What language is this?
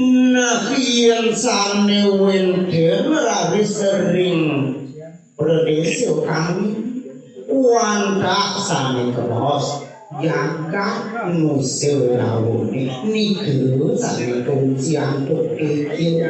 Balinese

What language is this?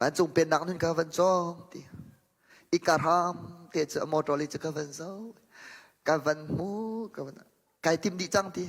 Hakha Chin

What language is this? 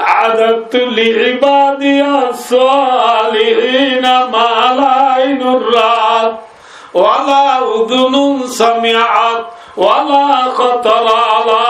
Rohingya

